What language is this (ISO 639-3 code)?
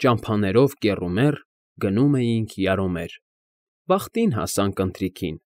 hye